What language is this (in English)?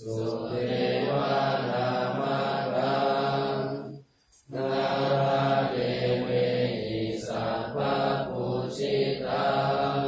Pali